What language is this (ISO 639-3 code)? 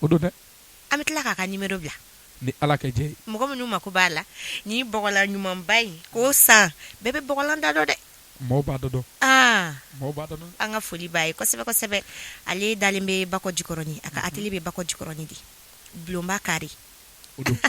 bam